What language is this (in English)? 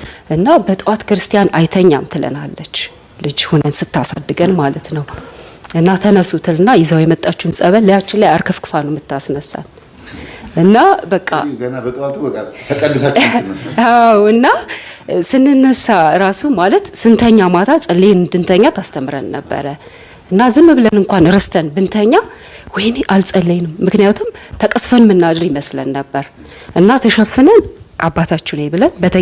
Amharic